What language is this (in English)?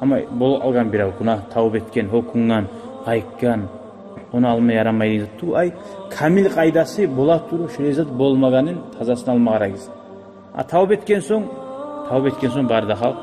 Kumyk